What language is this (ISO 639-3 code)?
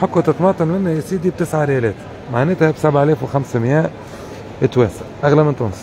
aeb